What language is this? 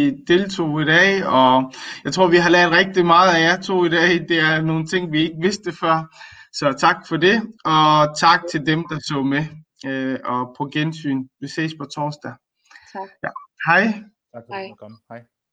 Danish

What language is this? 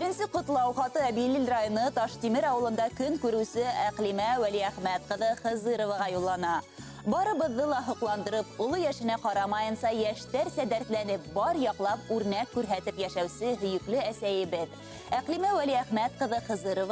Bashkir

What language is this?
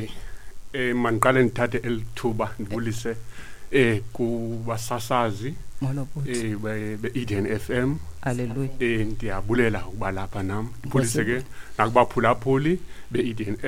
Xhosa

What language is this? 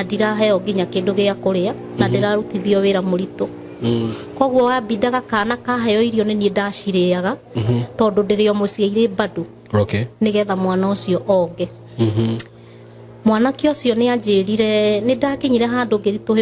Kikuyu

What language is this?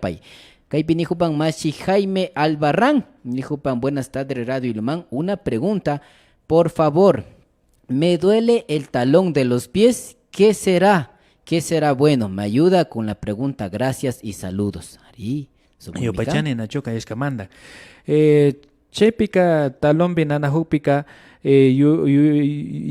Imbabura Highland Quichua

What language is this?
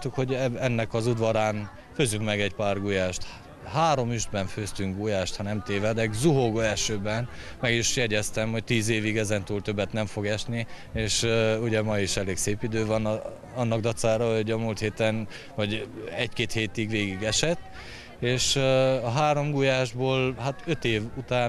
Hungarian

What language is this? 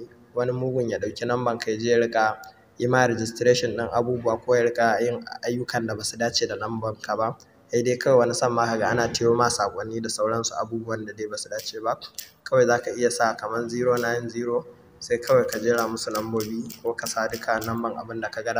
Hausa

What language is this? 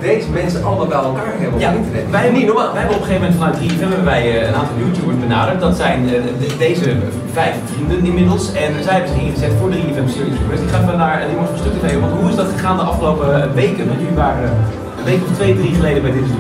Dutch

